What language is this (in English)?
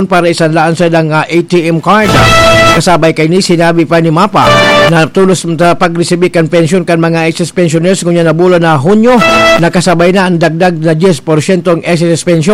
Bikol